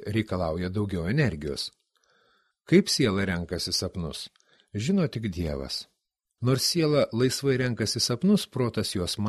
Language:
Lithuanian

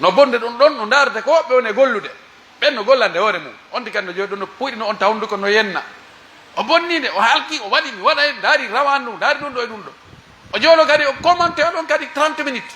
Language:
Pular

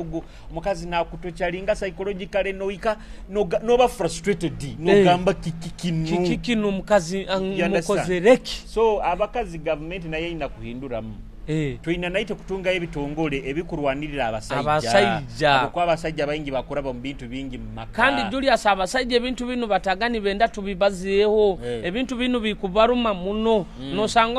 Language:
Nyoro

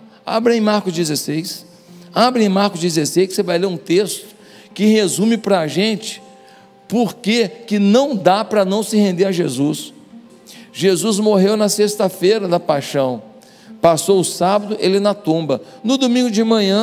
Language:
Portuguese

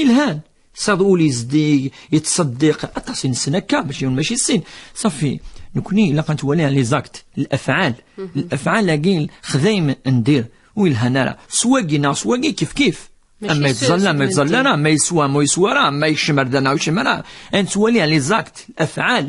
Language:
Kabyle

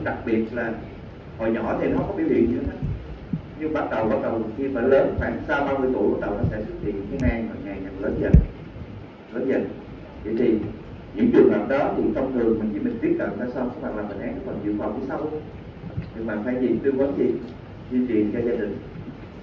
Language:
Vietnamese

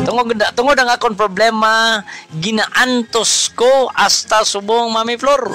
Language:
Hiligaynon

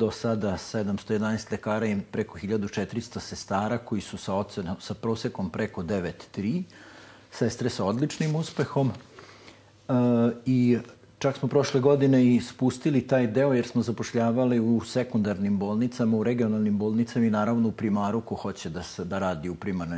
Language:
Serbian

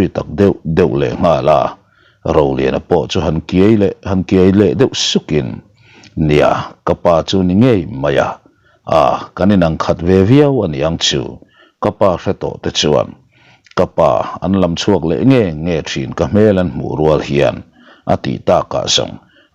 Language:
Mizo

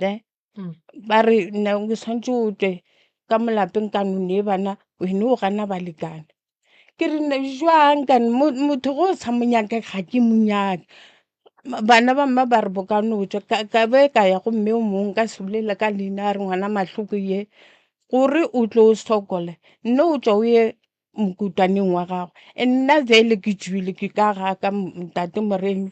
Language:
Northern Sotho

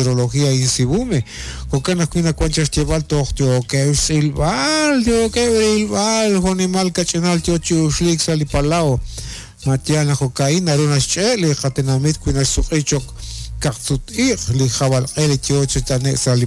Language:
Kekchí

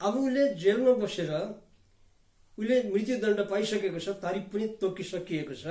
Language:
Nepali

